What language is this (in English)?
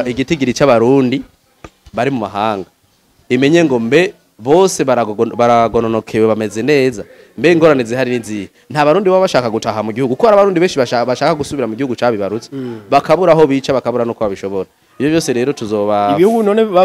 Rundi